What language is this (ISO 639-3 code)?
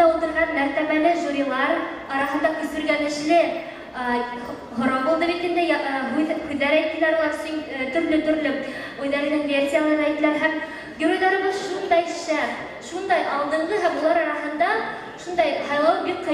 bak